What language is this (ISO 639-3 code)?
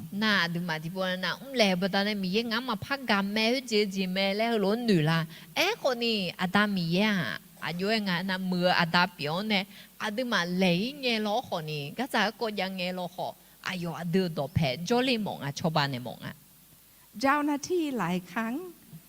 ahk